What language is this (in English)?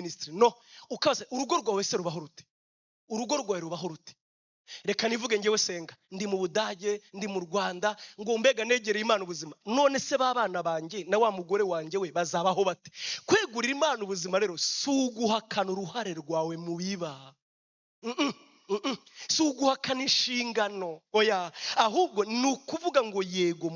Kinyarwanda